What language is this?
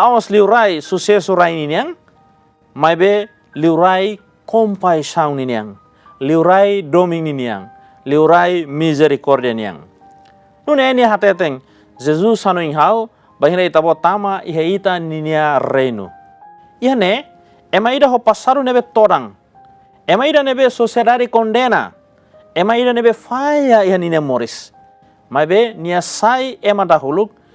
Tetum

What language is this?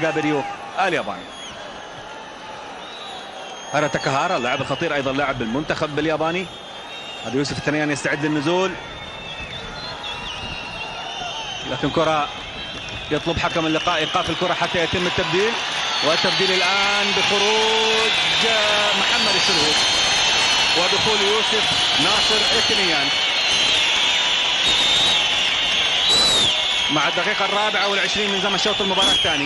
Arabic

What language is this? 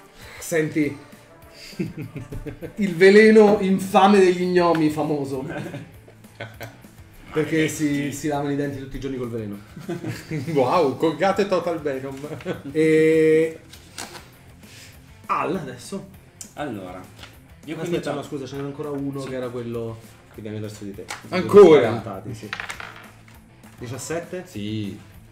Italian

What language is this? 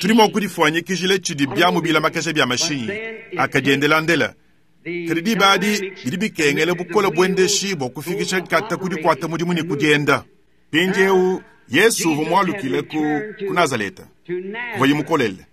Luba-Lulua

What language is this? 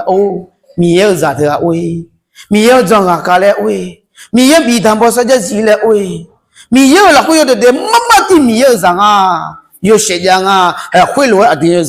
Akha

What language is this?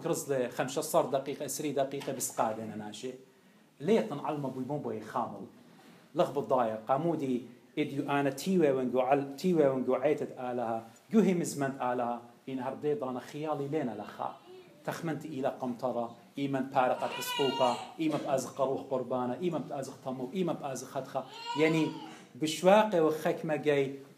Assyrian Neo-Aramaic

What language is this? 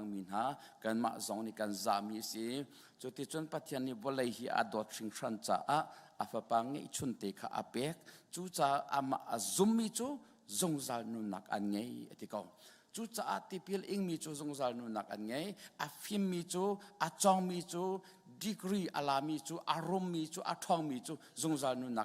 Hakha Chin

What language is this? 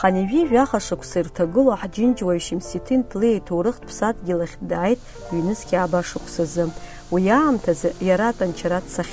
Abkhazian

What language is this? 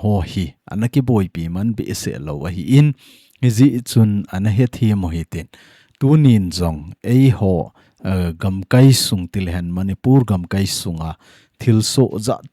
Thado Chin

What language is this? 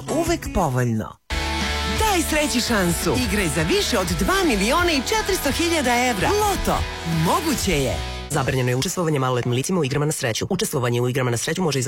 Serbian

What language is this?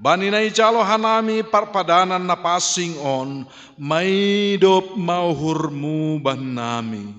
Batak Simalungun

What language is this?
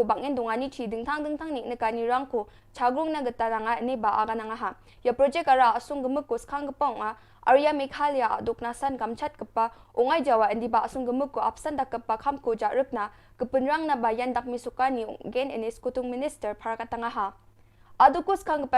Garo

